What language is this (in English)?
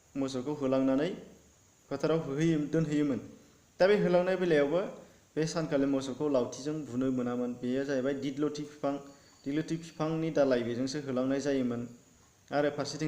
Bodo